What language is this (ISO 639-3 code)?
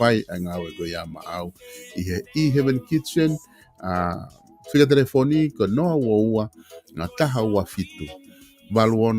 ton